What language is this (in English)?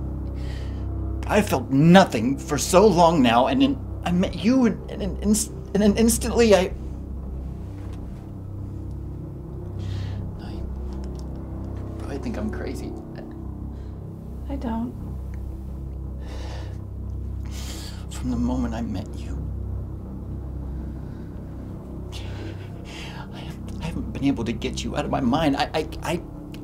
English